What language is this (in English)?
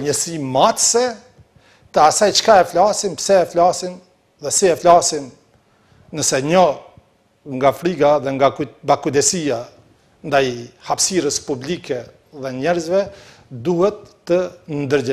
Albanian